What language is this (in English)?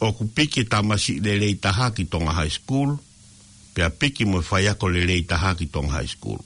Tongan